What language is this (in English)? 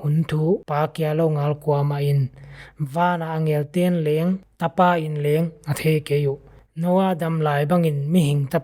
Paite Chin